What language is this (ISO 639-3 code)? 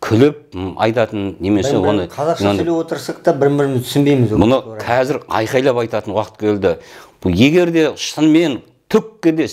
kaz